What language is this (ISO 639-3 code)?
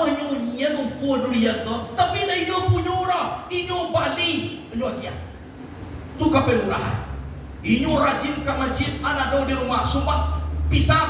min